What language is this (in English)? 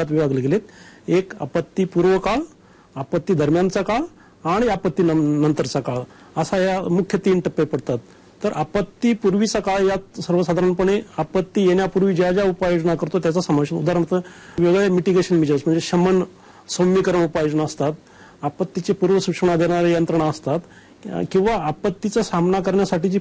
Marathi